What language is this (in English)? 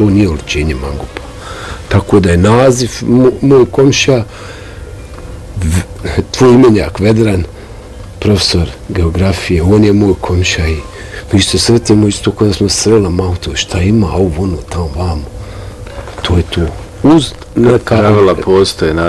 Bosnian